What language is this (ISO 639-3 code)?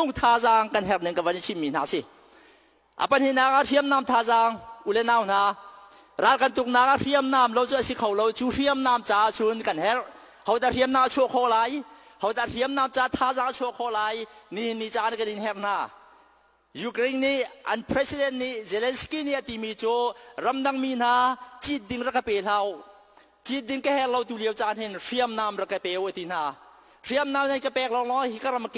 cnh